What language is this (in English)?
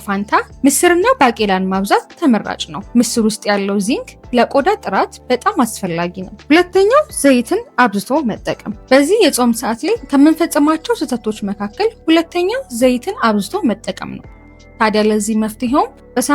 Amharic